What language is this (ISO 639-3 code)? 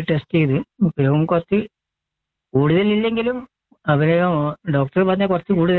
mal